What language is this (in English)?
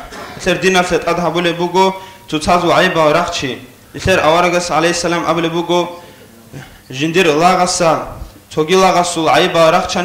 Avaric